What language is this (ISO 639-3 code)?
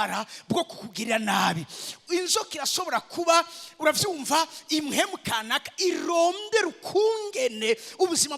run